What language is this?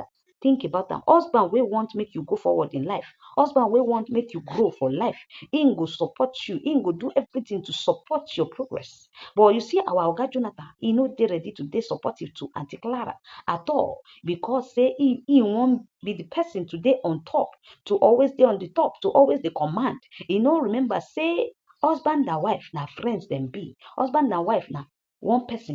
Nigerian Pidgin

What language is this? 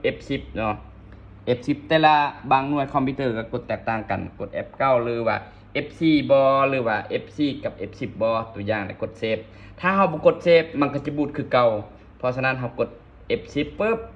Lao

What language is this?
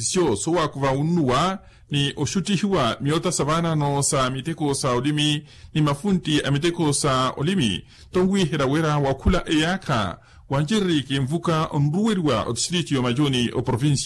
Makhuwa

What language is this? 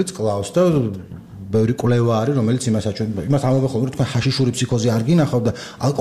Georgian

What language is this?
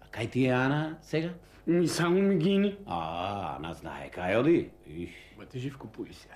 Macedonian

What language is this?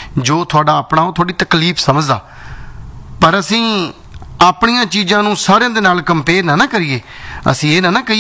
Punjabi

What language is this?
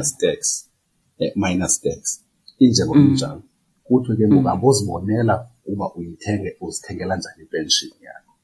Xhosa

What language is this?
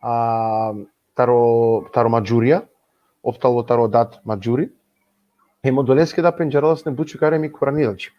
Balkan Romani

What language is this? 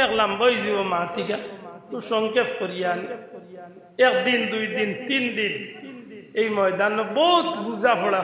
Sylheti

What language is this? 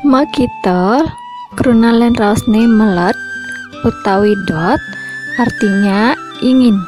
Balinese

